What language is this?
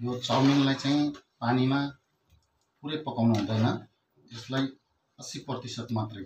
Nepali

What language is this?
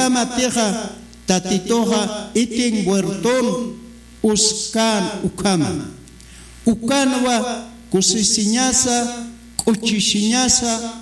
Aymara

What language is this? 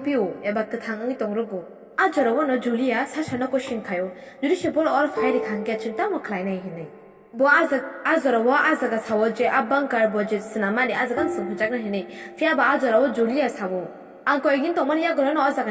Kok Borok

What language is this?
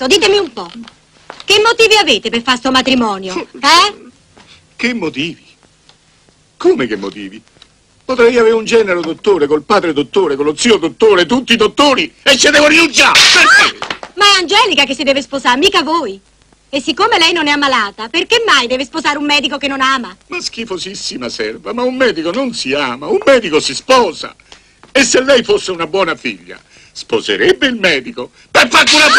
Italian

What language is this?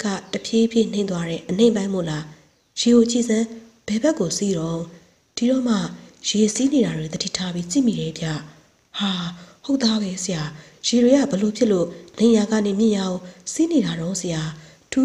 Burmese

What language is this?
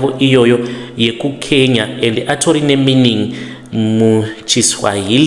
Shona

